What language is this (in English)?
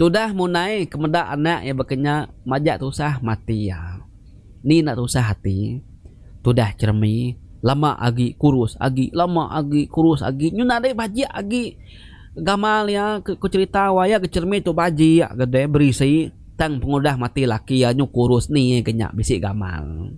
Iban